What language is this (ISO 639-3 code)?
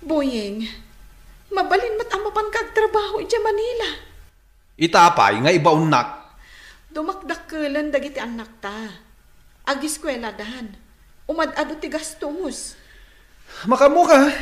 ilo